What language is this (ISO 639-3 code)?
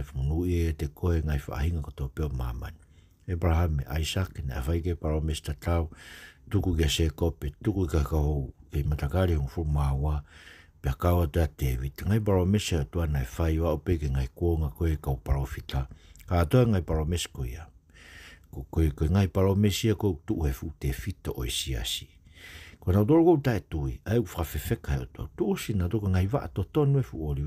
ton